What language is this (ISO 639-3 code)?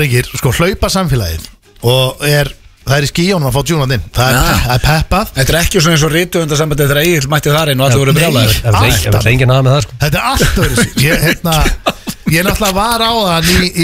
isl